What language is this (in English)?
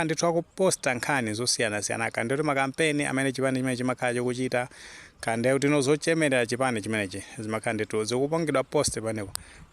Nyanja